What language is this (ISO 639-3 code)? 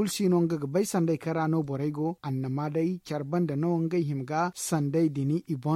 dje